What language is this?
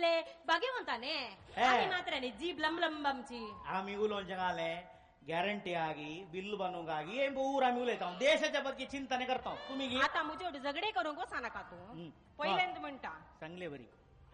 Konkani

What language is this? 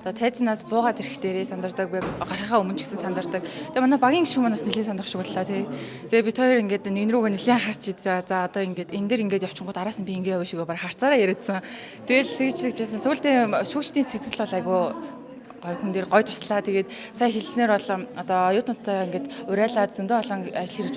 Mongolian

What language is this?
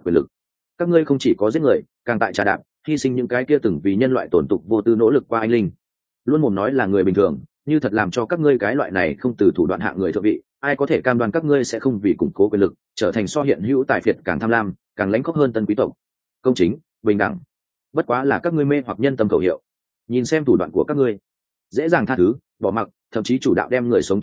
Vietnamese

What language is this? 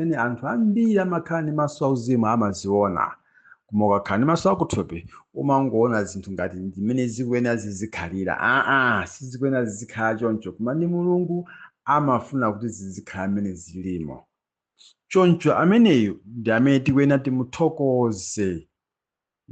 Nyanja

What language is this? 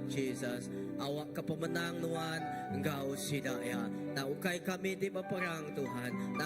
Iban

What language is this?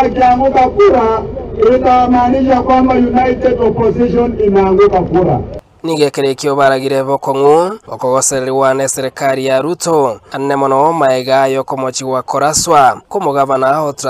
Gusii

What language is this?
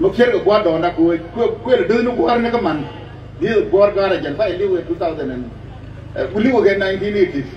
Nuer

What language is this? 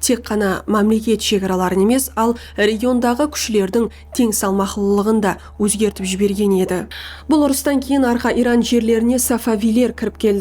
Kara-Kalpak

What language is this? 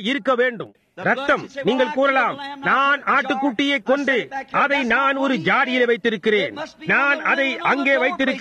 Tamil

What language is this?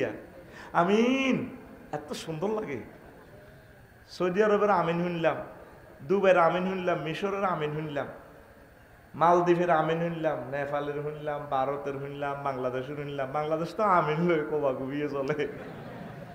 Bangla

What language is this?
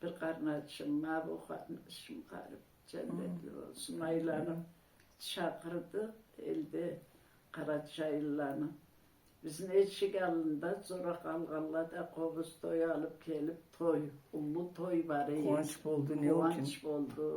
Karachay-Balkar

